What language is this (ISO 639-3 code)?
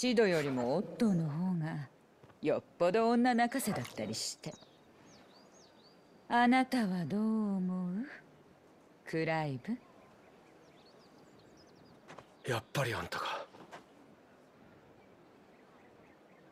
jpn